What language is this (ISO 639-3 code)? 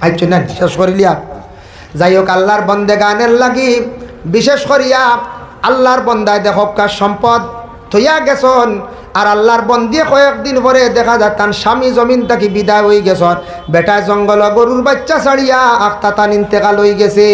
syl